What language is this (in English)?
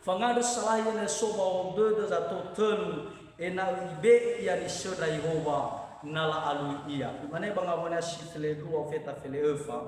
Nias